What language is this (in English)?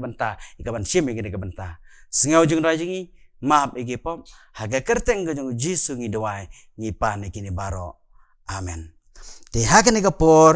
Khasi